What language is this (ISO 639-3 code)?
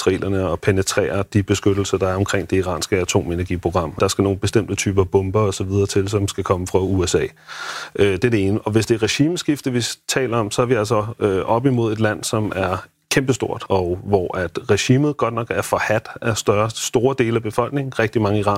dan